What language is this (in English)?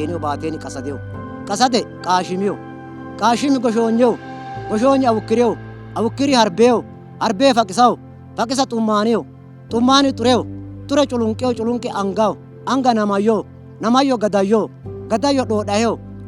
Sidamo